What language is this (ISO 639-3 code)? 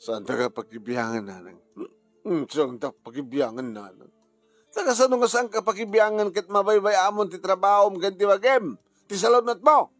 ilo